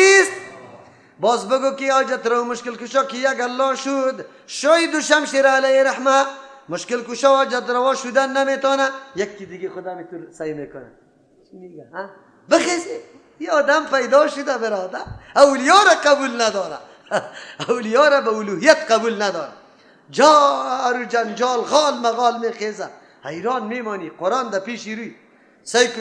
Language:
Persian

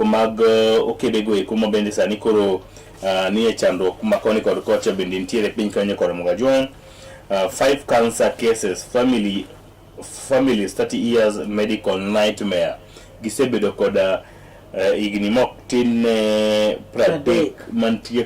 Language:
Luo (Kenya and Tanzania)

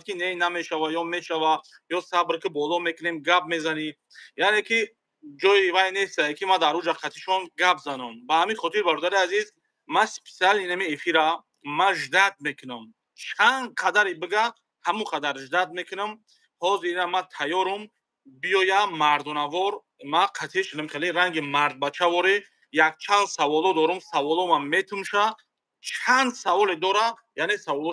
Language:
Tajik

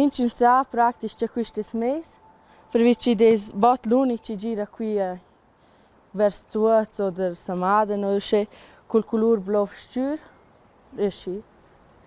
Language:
Romansh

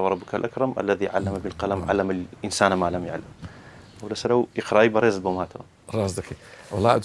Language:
Central Kurdish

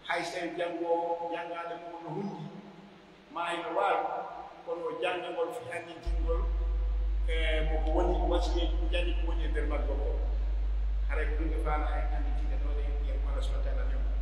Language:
Pular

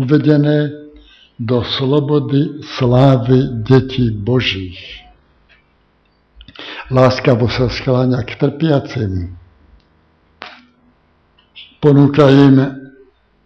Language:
Slovak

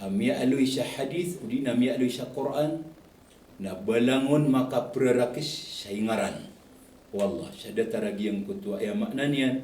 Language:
Maranao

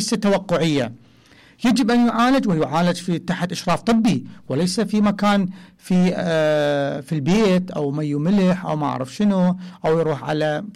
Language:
Mesopotamian Arabic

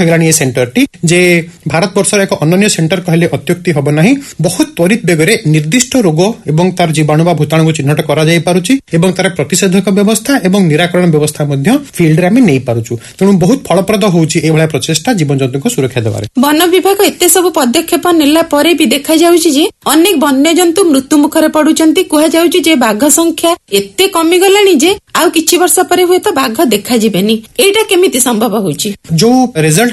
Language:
Odia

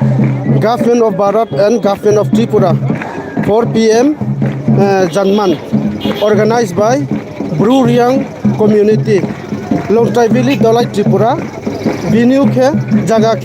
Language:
Riang (India)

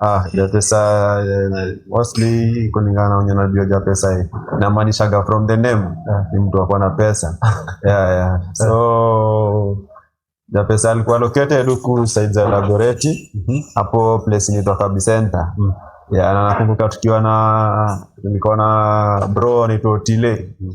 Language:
Swahili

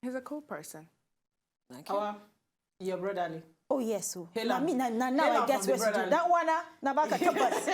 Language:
Nigerian Pidgin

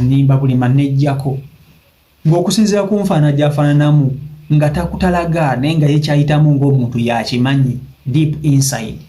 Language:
Ganda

